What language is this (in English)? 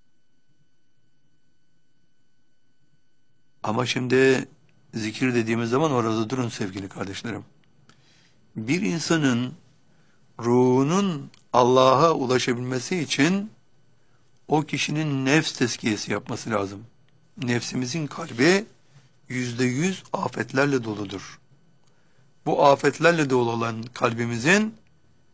Turkish